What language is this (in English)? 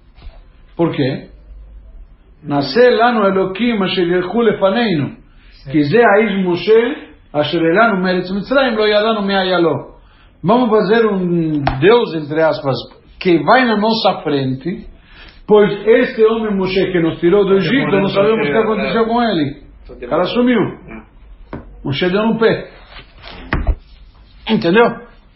Portuguese